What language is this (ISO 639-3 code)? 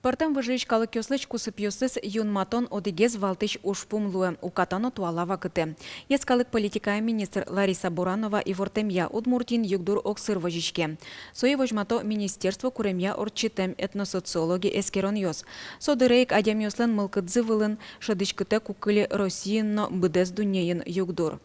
udm